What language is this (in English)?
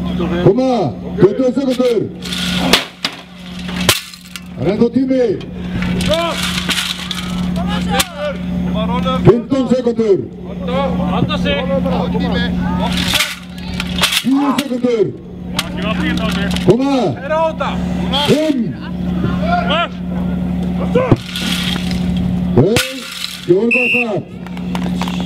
Icelandic